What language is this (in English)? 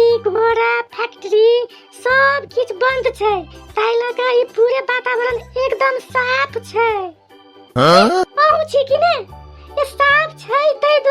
Maithili